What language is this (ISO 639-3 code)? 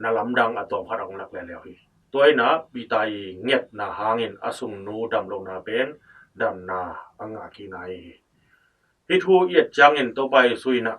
ctd